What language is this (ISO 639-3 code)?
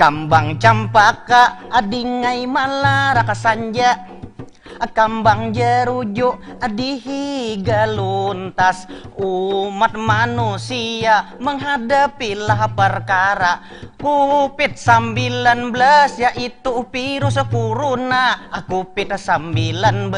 bjn